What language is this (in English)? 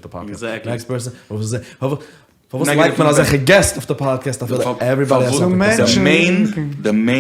Yiddish